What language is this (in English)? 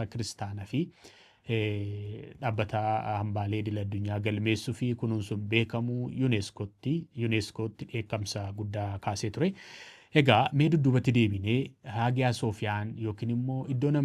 Oromo